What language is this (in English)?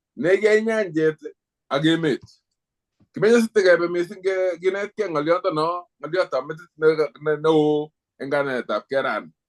Kalenjin